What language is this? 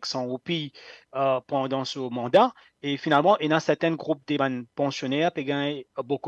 Morisyen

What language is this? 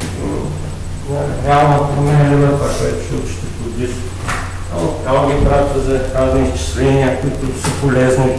Bulgarian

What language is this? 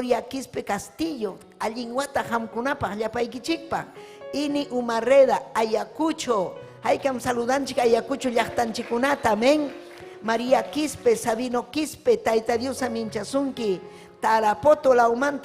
Ayacucho Quechua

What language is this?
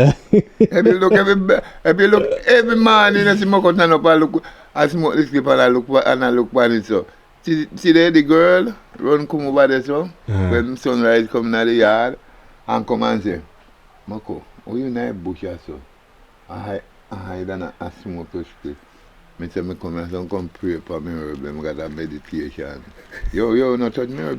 Jamaican Creole English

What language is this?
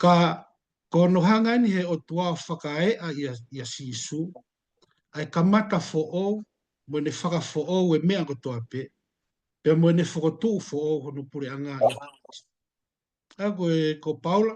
Tongan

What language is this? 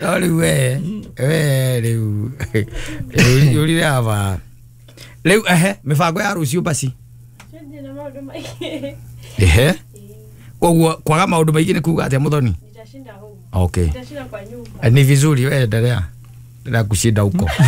Kikuyu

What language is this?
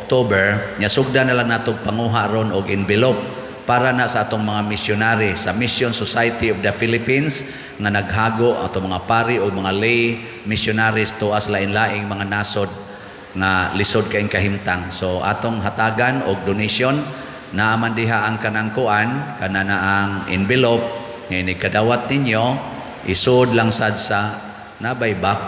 Cebuano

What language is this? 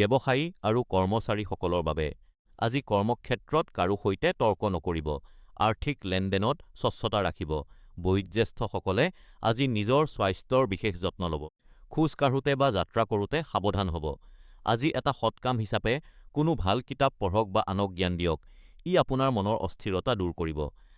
Assamese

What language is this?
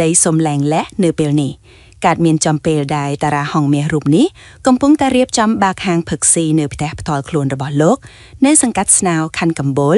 Khmer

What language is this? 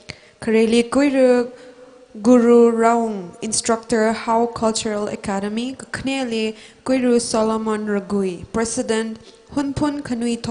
Tangkhul Naga (India)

